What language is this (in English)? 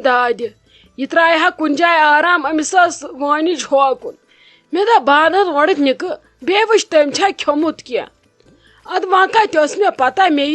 Kashmiri